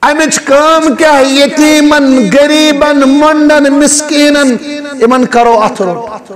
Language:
Kashmiri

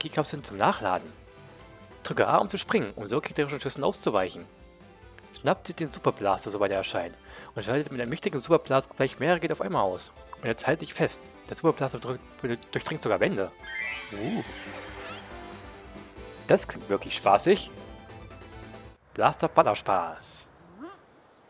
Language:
German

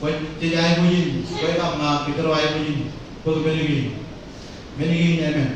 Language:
Marshallese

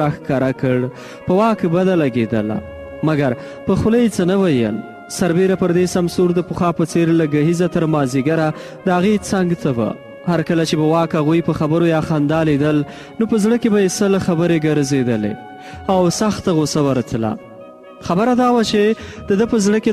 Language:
Pashto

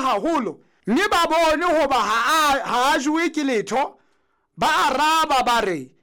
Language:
Southern Sotho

